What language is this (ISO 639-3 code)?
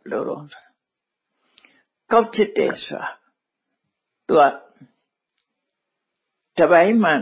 mya